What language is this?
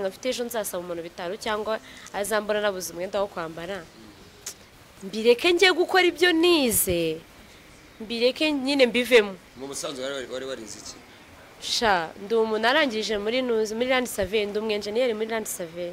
Kinyarwanda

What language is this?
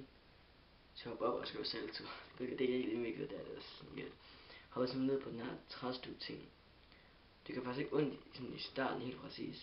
Danish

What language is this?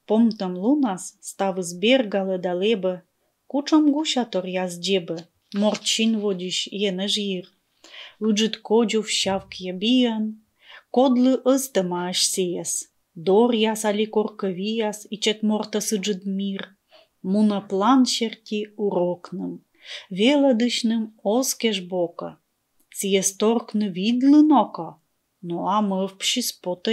Komi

